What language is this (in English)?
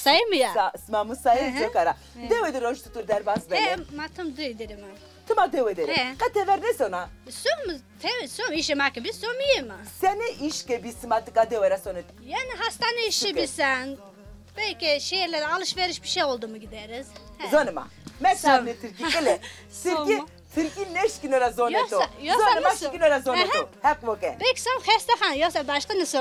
Zaza